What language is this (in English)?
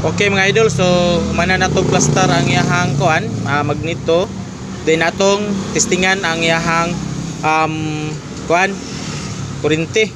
Cebuano